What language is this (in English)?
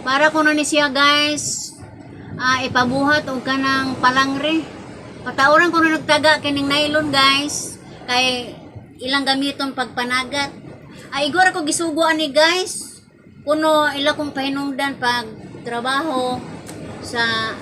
Cebuano